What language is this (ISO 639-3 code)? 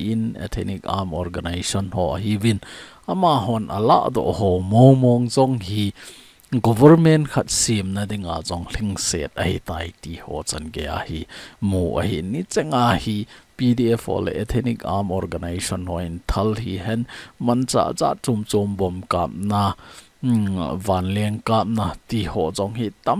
tcz